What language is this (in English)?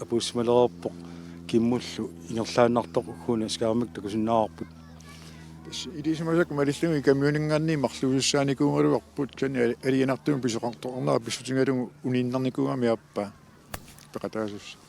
Kalaallisut